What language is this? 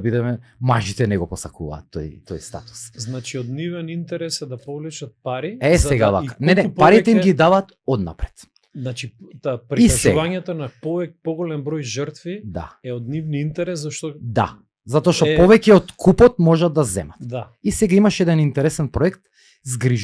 Macedonian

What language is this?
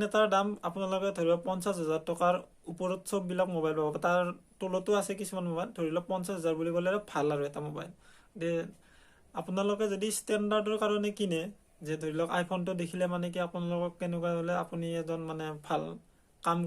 Assamese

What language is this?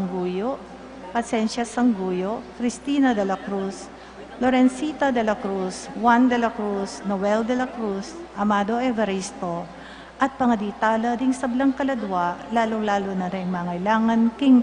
Pampanga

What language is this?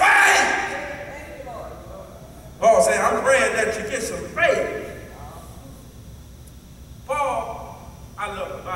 English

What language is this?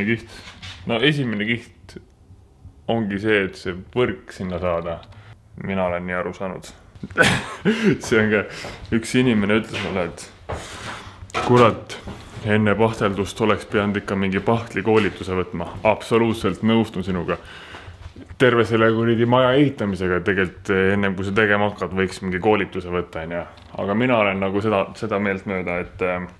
Estonian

